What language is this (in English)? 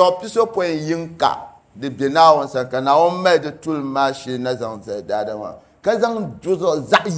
Dagbani